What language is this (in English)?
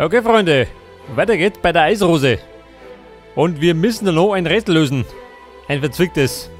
Bavarian